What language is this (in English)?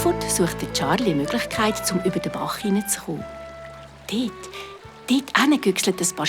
Swiss German